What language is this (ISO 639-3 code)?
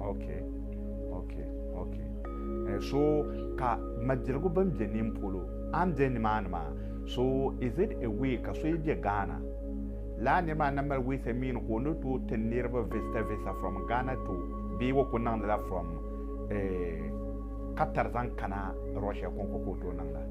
dag